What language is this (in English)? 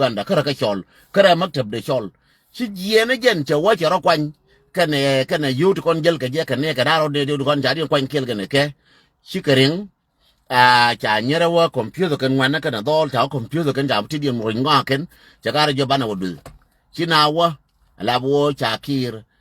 Nuer